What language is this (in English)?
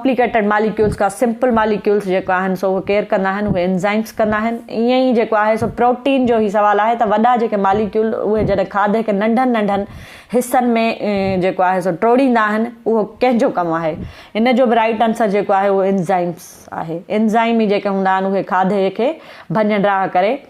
Sindhi